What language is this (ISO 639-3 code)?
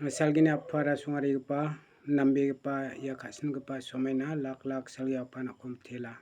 grt